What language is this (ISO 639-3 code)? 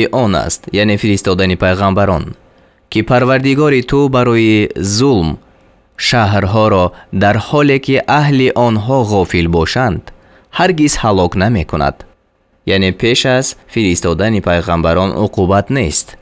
tgk